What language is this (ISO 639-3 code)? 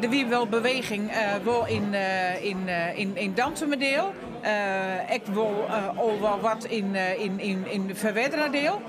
fry